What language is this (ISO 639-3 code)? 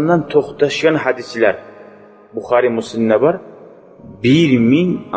kum